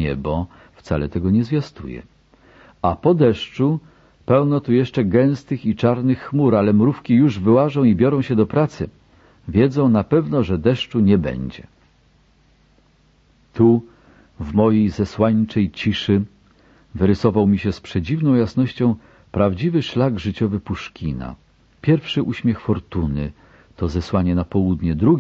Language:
Polish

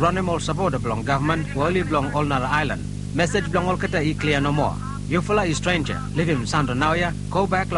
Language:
Bislama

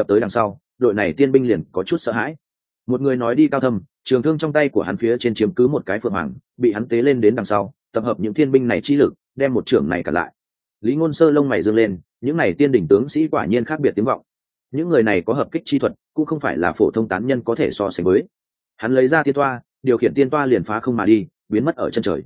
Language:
Vietnamese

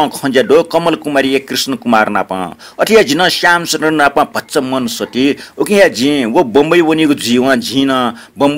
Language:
Newari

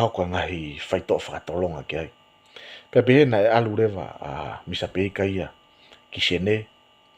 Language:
Tongan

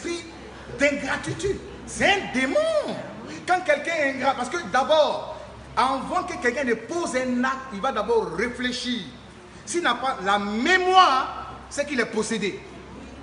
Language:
French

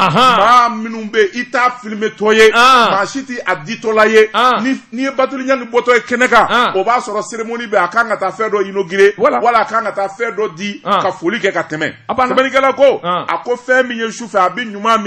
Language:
Bambara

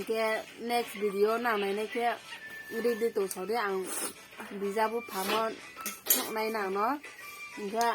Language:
Riang (India)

